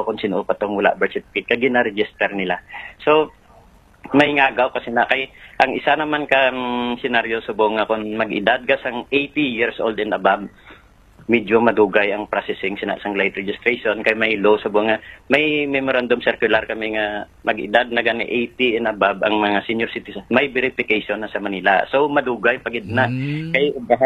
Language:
Hiligaynon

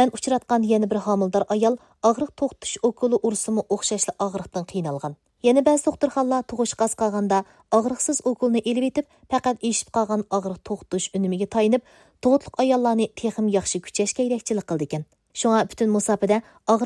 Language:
Uyghur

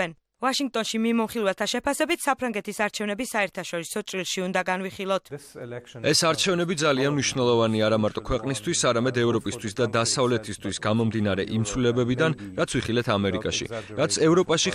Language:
Georgian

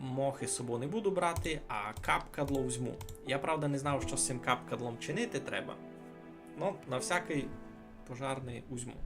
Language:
Rusyn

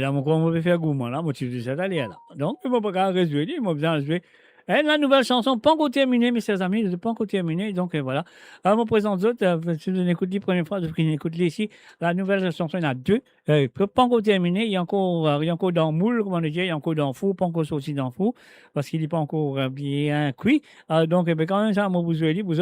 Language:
Morisyen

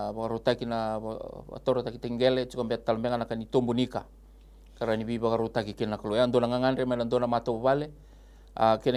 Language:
Fijian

